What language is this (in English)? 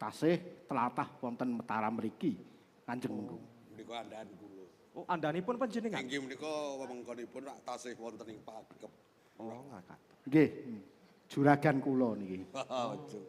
Javanese